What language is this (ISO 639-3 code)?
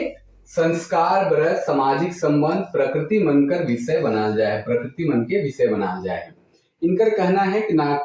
sck